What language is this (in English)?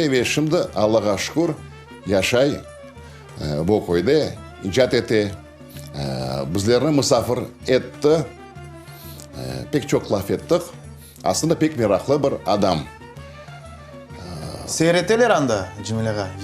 Crimean Tatar